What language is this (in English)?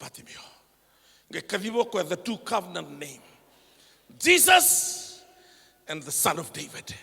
Fijian